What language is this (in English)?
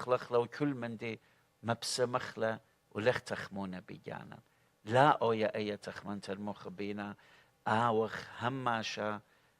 Assyrian Neo-Aramaic